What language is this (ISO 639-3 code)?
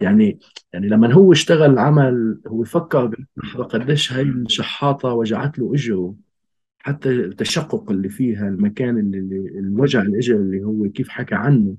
apc